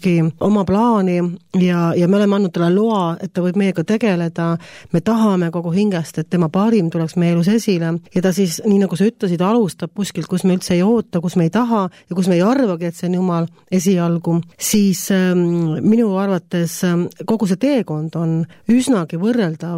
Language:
Estonian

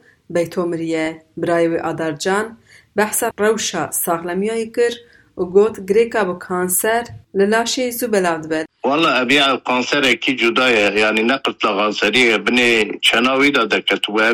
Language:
Kurdish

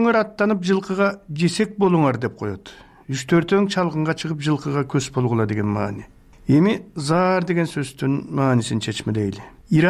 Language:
Kyrgyz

